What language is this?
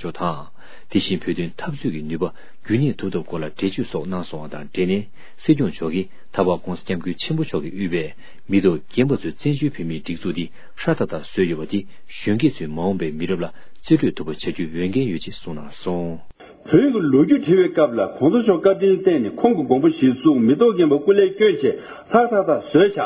Tibetan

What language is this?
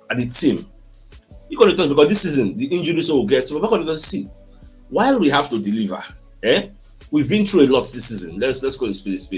Nigerian Pidgin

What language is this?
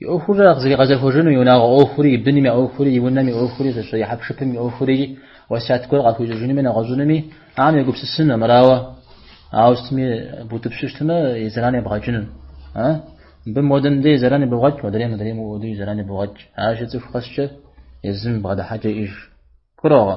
Kabardian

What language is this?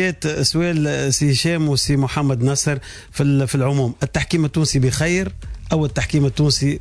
Tunisian Arabic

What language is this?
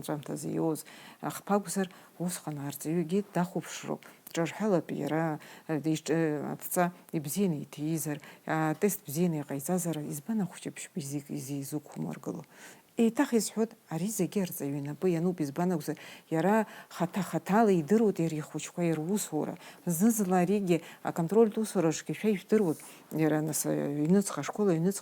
Abkhazian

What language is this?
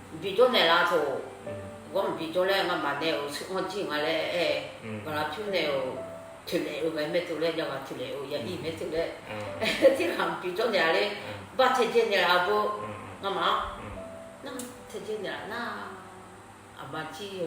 Akha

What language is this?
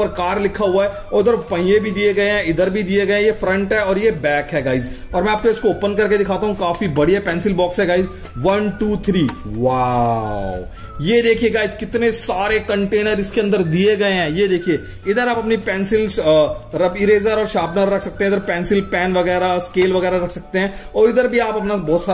Hindi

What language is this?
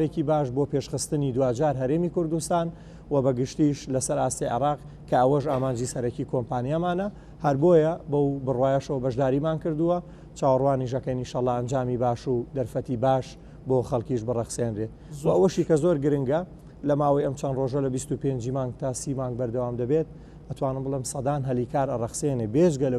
Central Kurdish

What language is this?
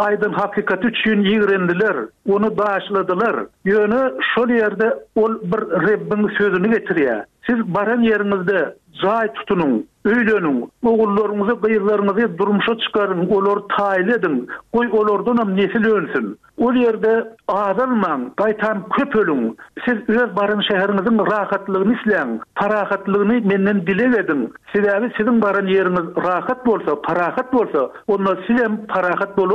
Turkmen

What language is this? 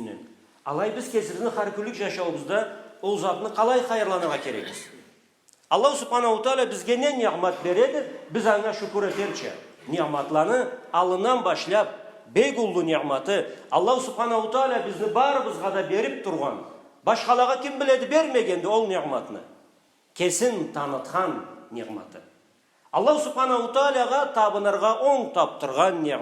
Karachay-Balkar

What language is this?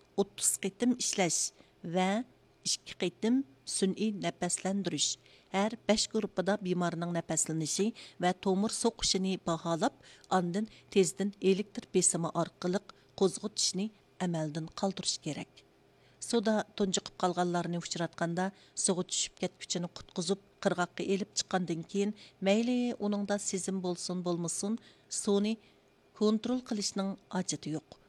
Uyghur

